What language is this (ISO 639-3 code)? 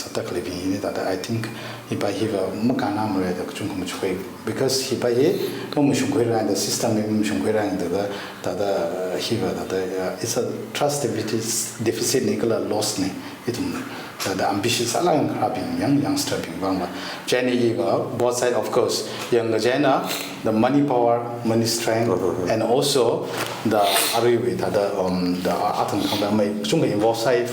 nmf